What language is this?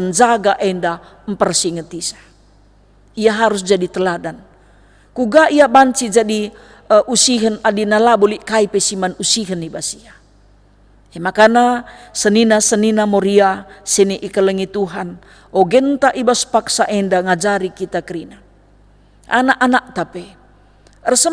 Batak Karo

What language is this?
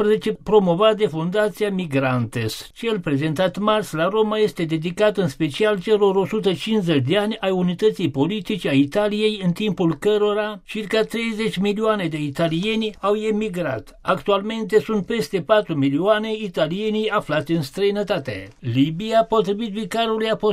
Romanian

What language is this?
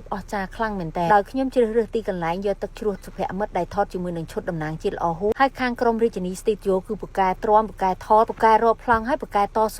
Khmer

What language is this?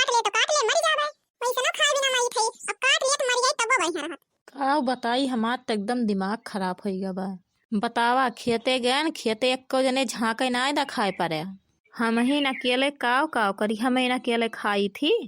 Awadhi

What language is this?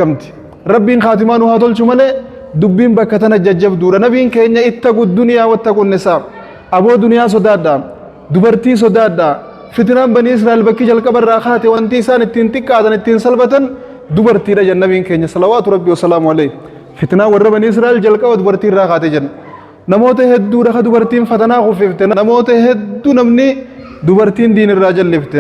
Oromo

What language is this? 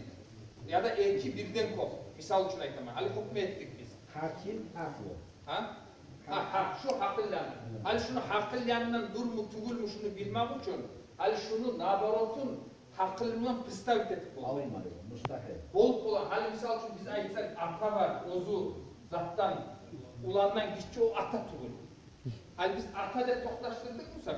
Kumyk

